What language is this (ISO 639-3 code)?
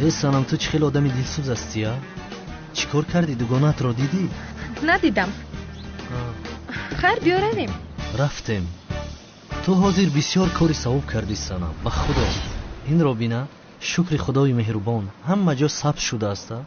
tgk